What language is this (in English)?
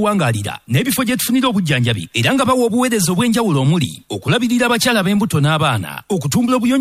Ganda